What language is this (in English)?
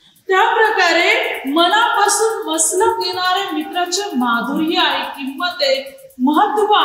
Marathi